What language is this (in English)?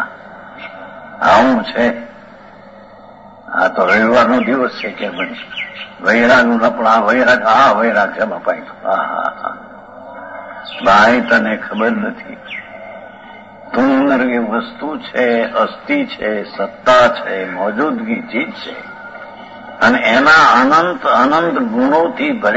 Gujarati